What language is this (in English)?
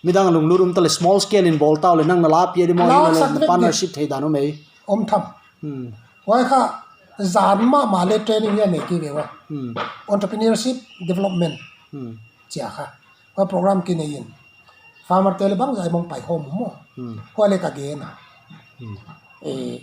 Paite Chin